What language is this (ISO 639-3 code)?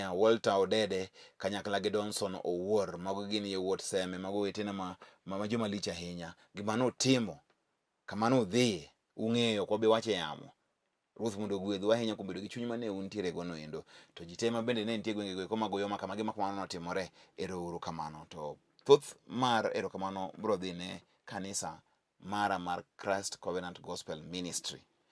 luo